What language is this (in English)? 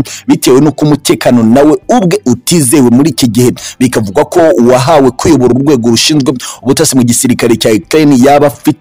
Kinyarwanda